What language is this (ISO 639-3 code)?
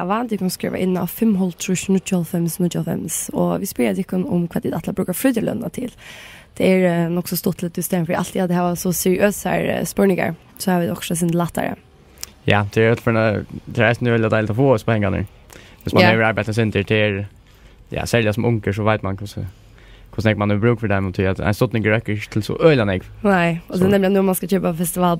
fao